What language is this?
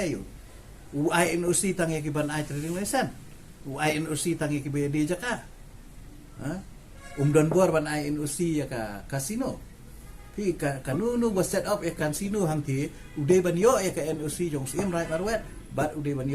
Khasi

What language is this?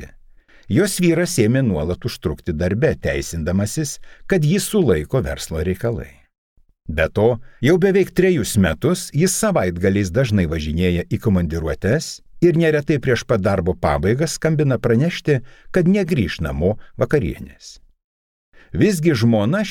Lithuanian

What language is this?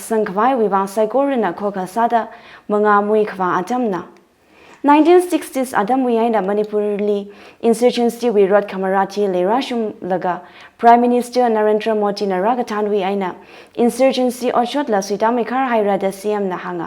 Tangkhul Naga (India)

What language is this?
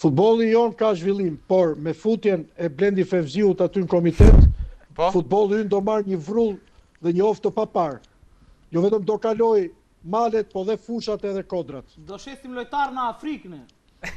Albanian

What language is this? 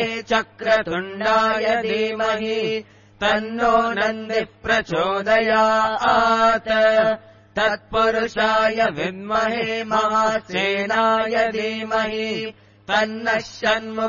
Sanskrit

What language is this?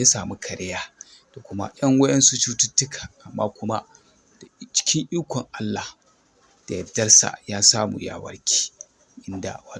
Hausa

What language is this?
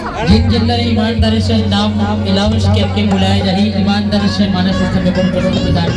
Chhattisgarhi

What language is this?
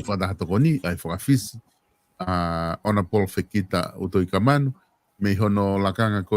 Tongan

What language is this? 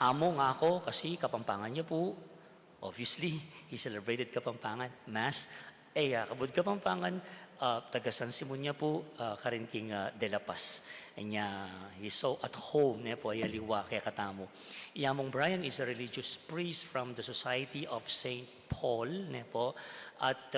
Pampanga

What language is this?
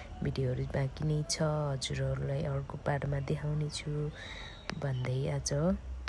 Nepali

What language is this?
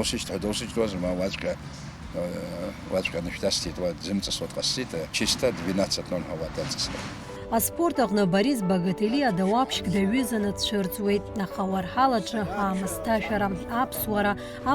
Abkhazian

